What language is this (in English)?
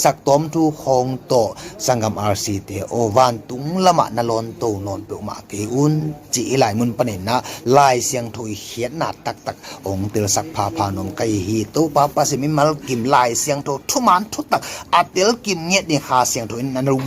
Tedim Chin